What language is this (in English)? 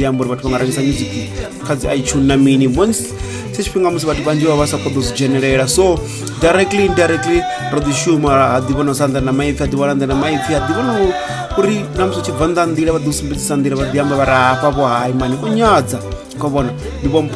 Venda